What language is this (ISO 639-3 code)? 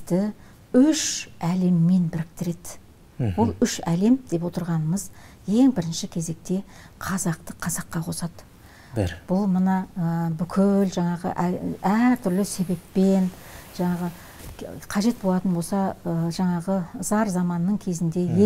kaz